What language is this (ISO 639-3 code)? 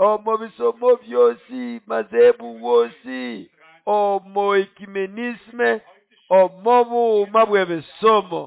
nnb